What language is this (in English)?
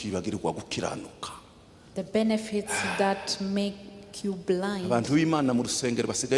Kinyarwanda